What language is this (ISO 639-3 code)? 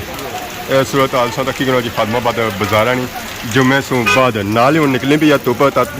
phr